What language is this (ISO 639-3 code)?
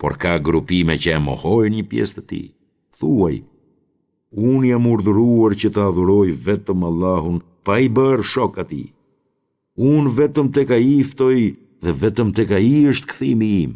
sqi